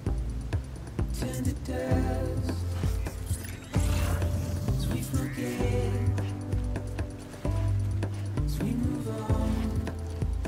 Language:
English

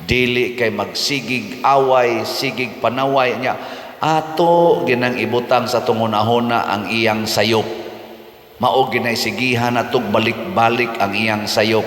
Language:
Cebuano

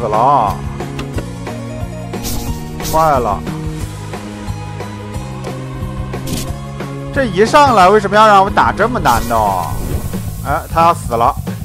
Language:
Chinese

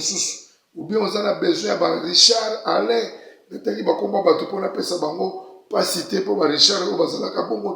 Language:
Lingala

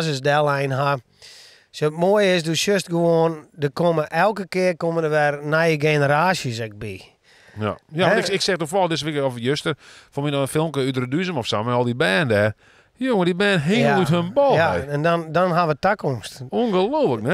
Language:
Western Frisian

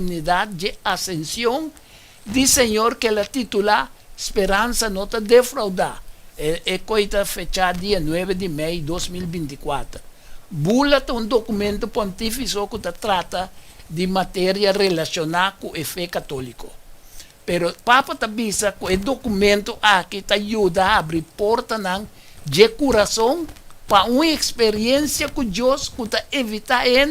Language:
Papiamento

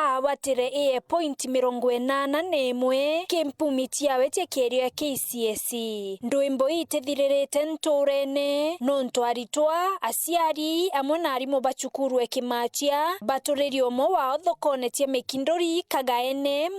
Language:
Meru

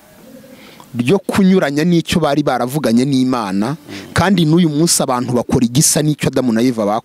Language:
Kinyarwanda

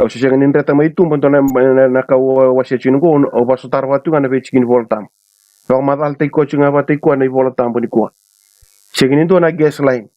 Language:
Fijian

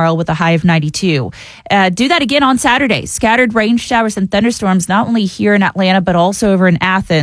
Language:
English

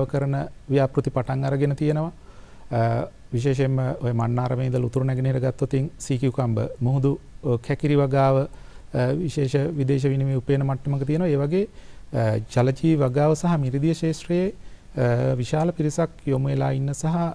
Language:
Sinhala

